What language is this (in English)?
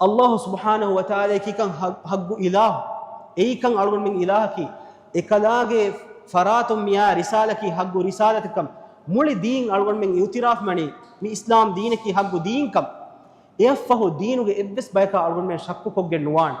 Divehi